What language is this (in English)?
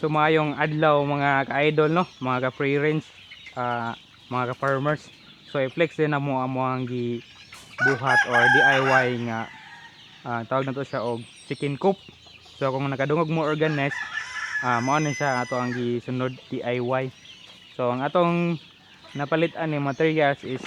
Cebuano